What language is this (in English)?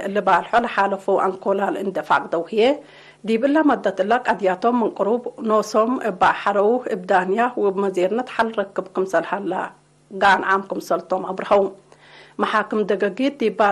Tigre